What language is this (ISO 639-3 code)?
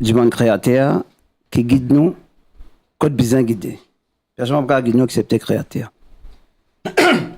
mfe